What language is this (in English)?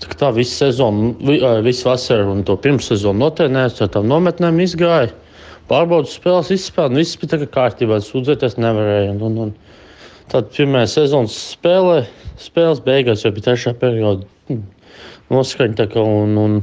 Latvian